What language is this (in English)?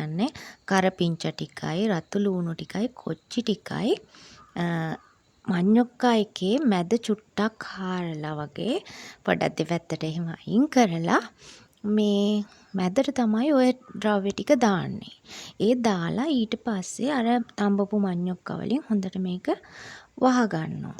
Sinhala